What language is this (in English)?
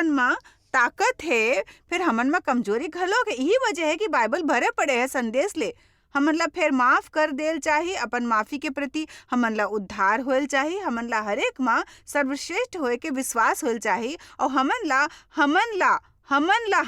Chhattisgarhi